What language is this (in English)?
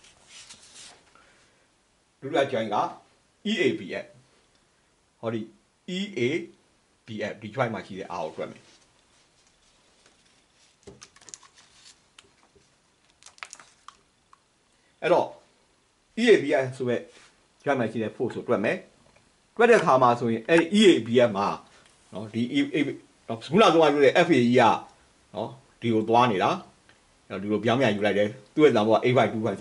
Burmese